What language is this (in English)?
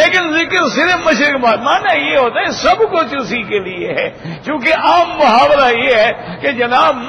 Urdu